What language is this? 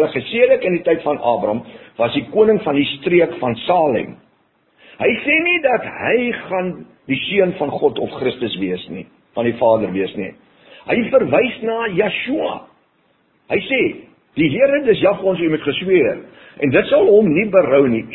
Afrikaans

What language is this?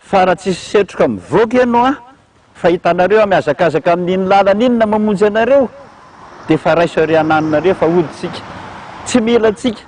Malagasy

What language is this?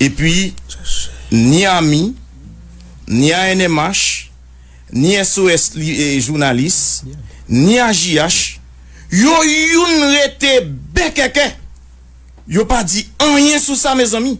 Haitian Creole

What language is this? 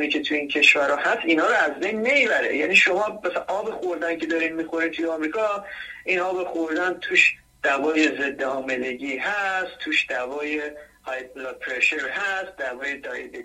Persian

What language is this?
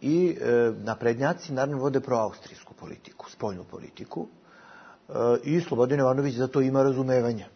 Bosnian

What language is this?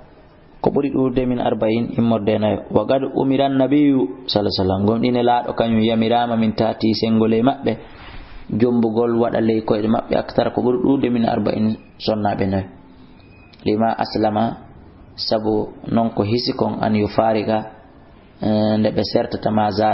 Fula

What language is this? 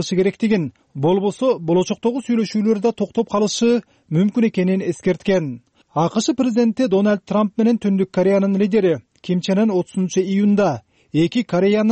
Kyrgyz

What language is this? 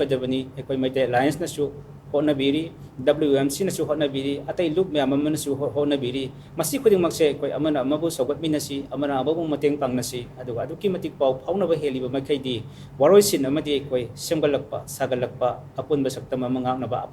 Manipuri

